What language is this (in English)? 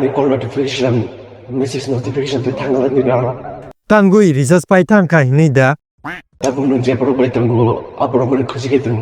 Kok Borok